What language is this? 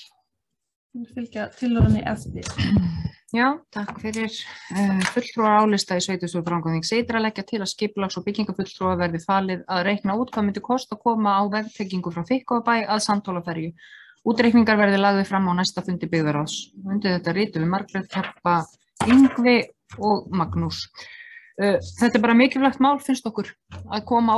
Icelandic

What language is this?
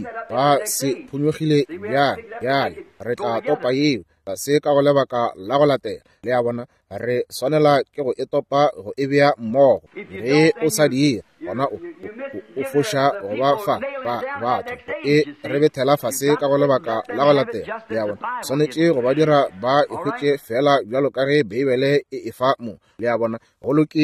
Northern Sotho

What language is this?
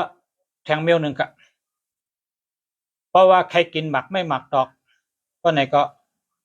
Shan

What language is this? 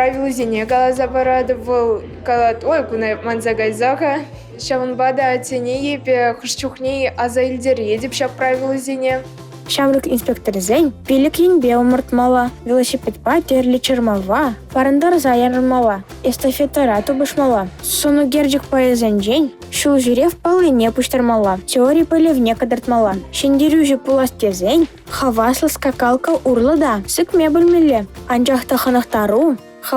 Chuvash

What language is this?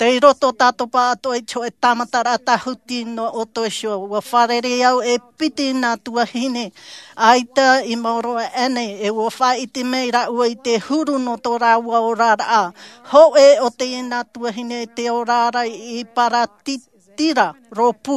Tahitian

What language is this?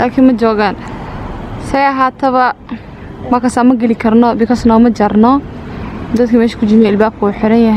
Somali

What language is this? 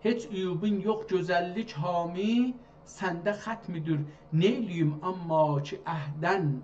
South Azerbaijani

